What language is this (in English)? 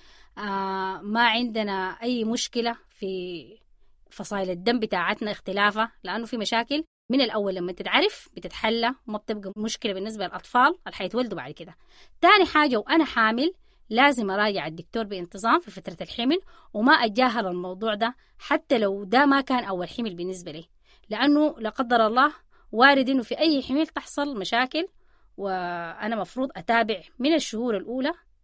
Sudanese Arabic